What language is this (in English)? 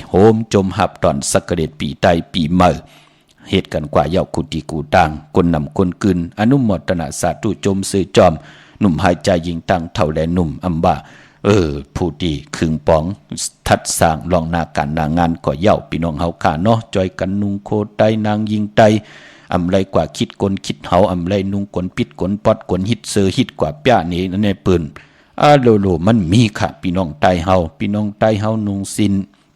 Shan